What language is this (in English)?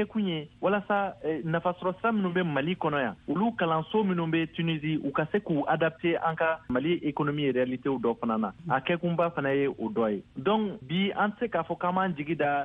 Bambara